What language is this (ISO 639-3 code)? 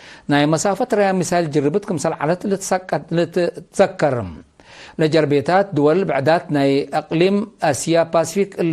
tig